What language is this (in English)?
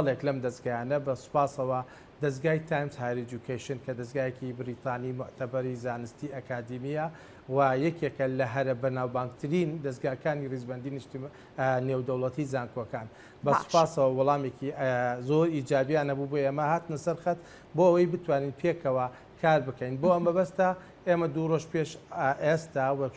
Central Kurdish